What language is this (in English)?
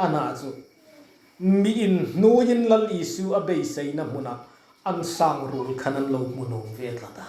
Hmar